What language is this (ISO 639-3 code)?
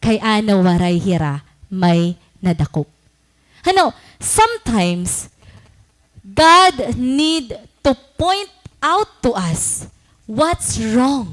war